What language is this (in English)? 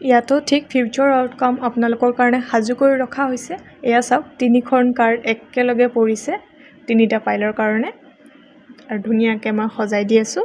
Assamese